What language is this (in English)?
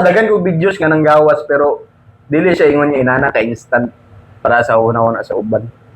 Cebuano